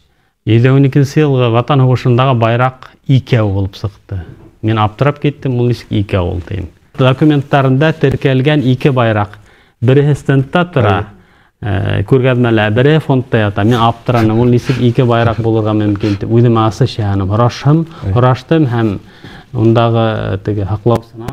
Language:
Bashkir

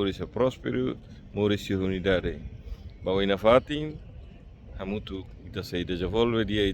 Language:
Tetum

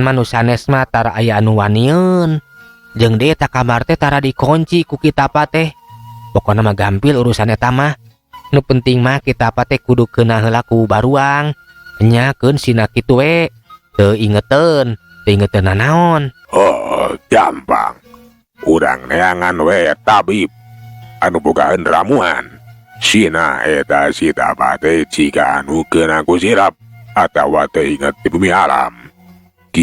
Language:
Sundanese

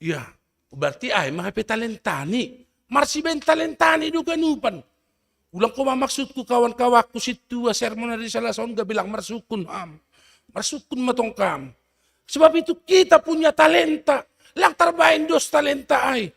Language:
Batak Simalungun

